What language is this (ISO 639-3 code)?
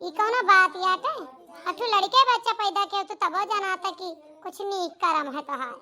awa